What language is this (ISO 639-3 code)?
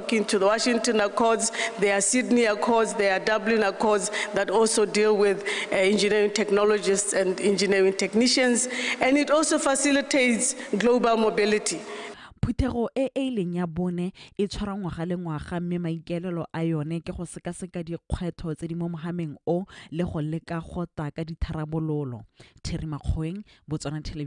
tsn